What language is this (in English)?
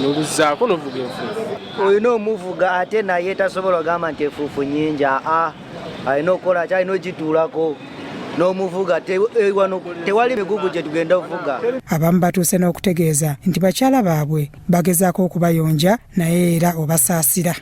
Ganda